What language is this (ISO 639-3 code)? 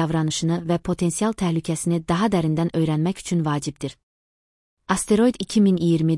aze